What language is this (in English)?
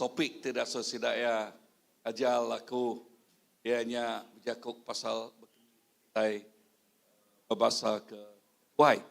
Iban